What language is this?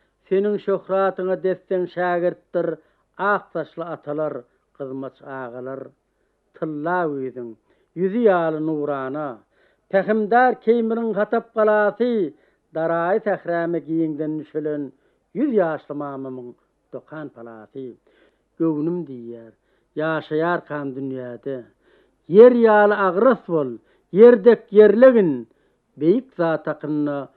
Turkmen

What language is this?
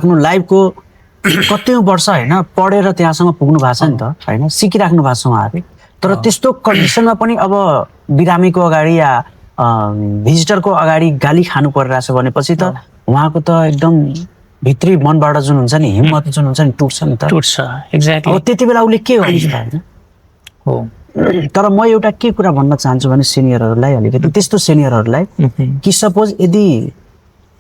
Nepali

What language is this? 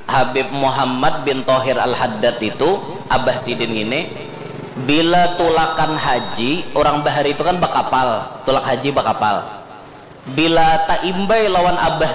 Banjar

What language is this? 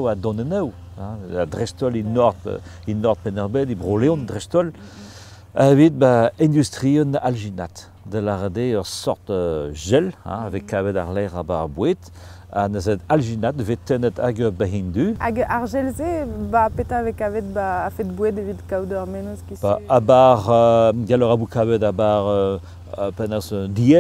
Breton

